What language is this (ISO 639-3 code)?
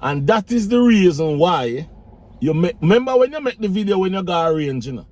jam